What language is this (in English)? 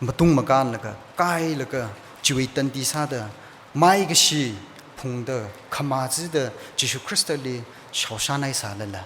Tangkhul Naga (India)